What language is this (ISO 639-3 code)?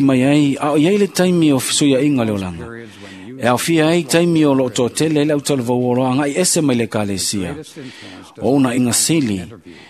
smo